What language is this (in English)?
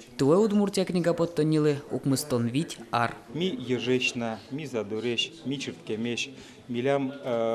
Udmurt